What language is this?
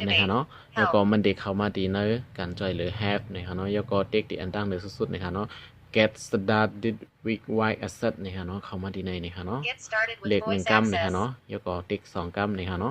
Shan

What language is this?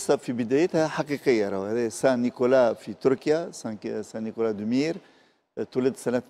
Tunisian Arabic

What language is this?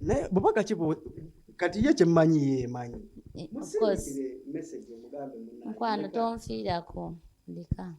Ganda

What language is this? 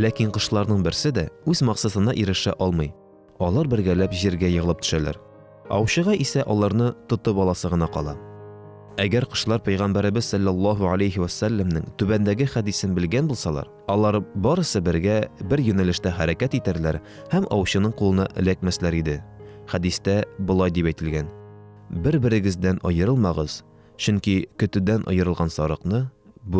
Tatar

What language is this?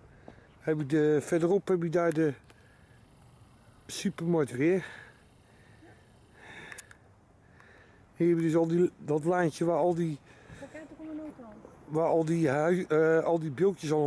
Dutch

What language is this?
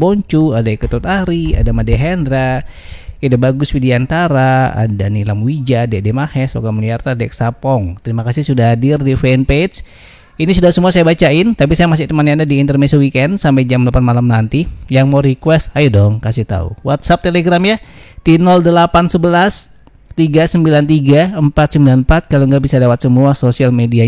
Indonesian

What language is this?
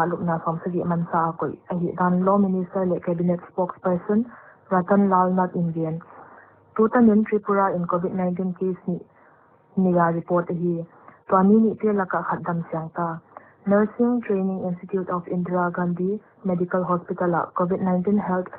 Paite Chin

